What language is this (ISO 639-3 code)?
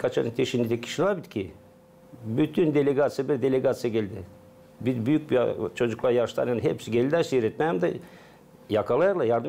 gag